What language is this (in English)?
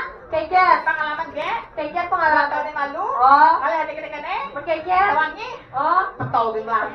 Balinese